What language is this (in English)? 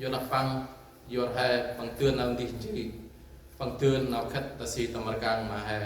Central Mnong